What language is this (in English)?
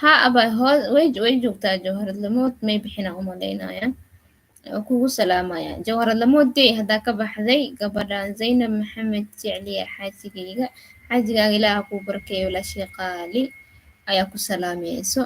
Somali